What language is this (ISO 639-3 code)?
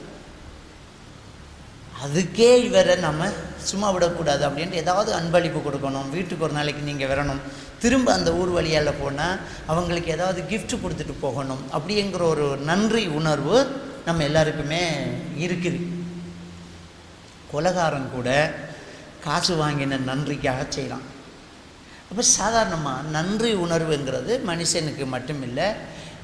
tam